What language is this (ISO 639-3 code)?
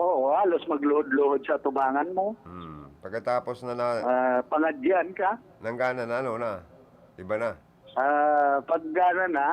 bik